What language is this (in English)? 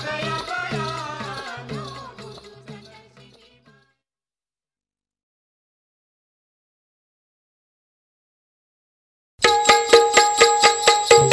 Marathi